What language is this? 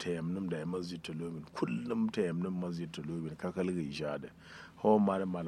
Kanuri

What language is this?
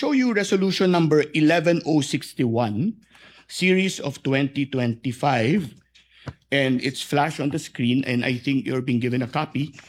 Filipino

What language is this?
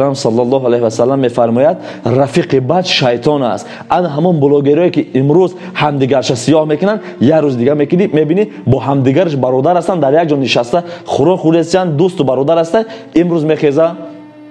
Tajik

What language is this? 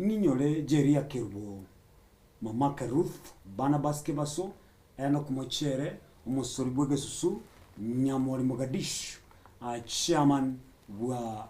Gusii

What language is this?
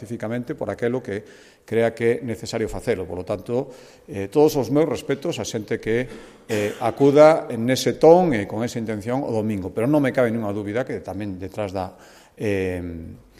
Galician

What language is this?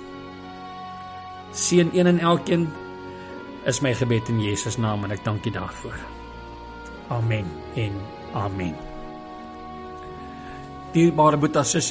Afrikaans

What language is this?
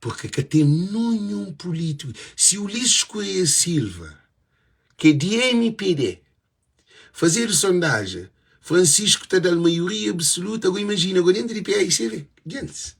Kabuverdianu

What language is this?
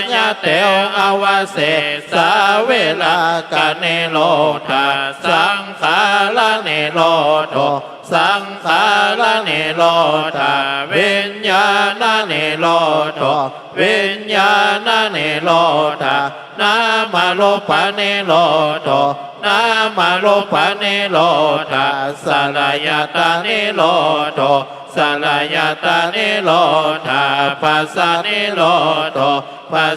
Pali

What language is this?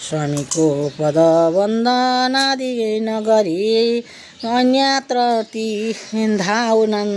Nepali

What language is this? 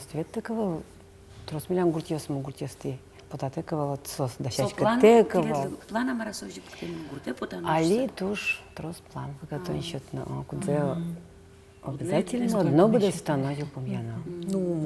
Udmurt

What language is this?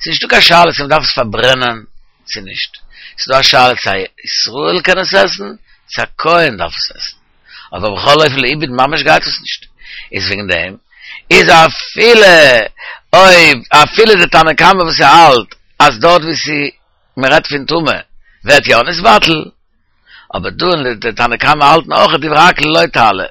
Yiddish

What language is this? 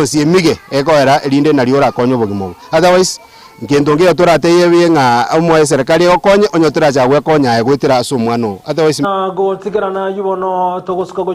Gusii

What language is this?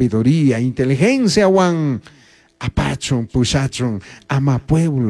Chimborazo Highland Quichua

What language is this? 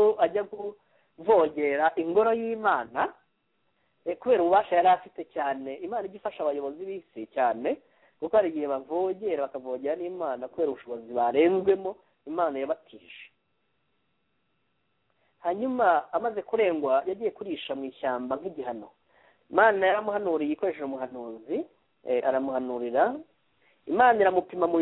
Kinyarwanda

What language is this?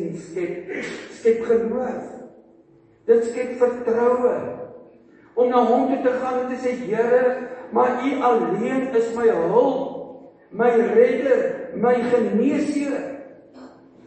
Afrikaans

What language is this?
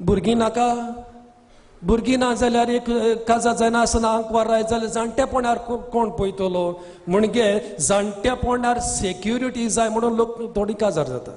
Konkani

